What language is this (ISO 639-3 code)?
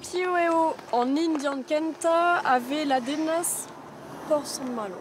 bre